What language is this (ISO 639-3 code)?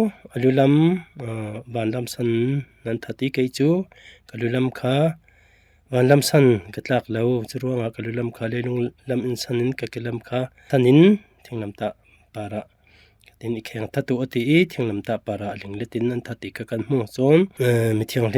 cfm